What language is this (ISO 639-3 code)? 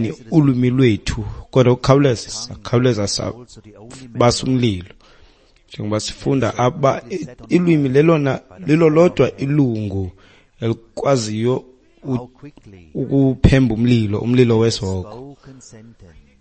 xho